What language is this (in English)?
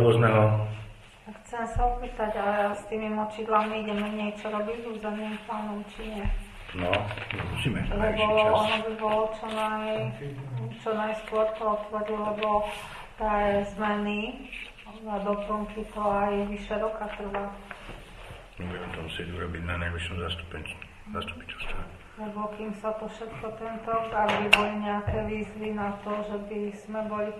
Slovak